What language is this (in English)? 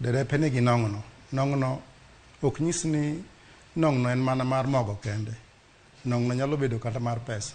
Luo (Kenya and Tanzania)